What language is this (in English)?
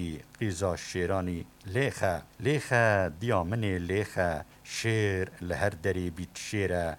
Kurdish